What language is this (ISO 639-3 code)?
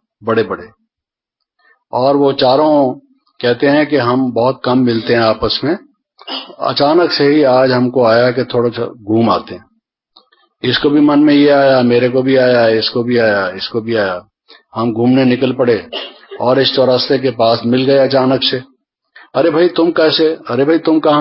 hin